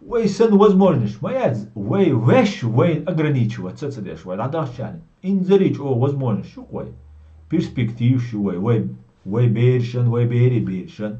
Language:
Chechen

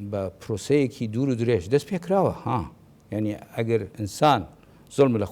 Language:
Central Kurdish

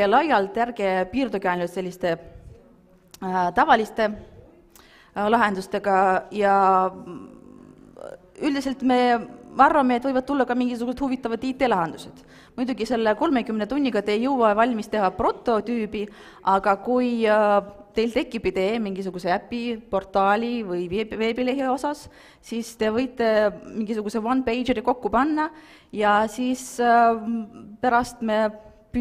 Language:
Estonian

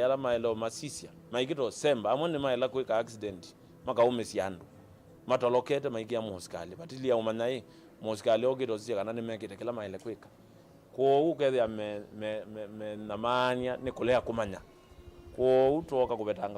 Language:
Kamba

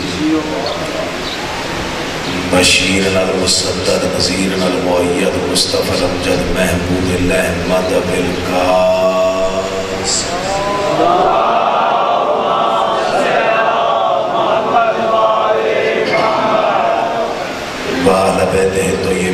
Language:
Urdu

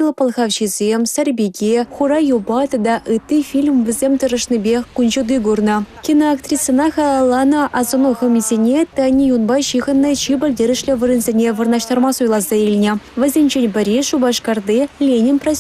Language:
Chuvash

